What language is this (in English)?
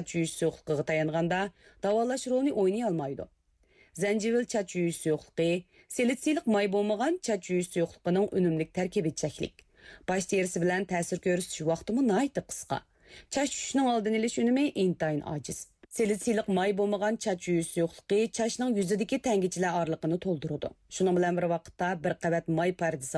Uyghur